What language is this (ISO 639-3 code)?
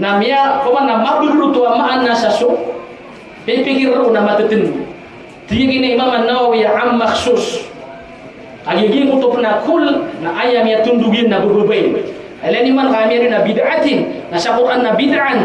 mrw